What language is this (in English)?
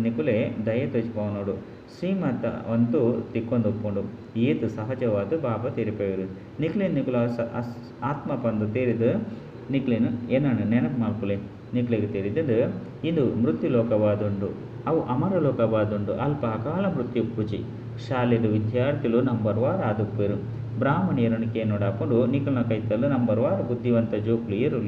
Tulu